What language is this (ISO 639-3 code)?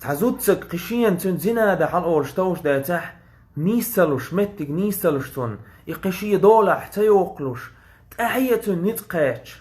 che